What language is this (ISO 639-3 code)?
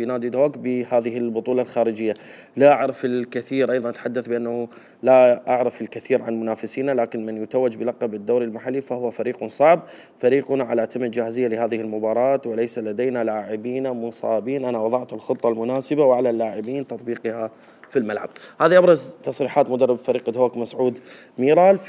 acm